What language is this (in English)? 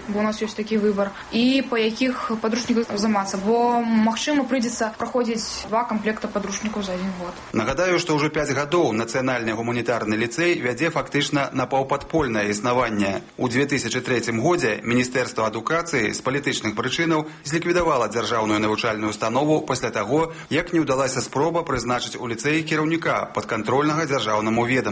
Belarusian